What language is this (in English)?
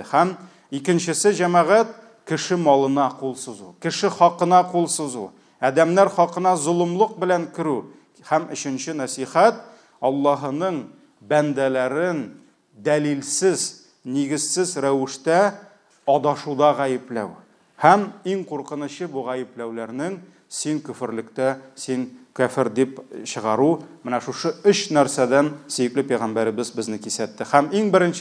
Tatar